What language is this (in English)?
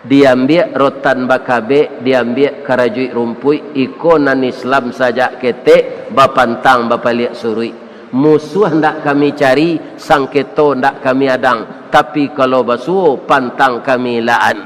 Minangkabau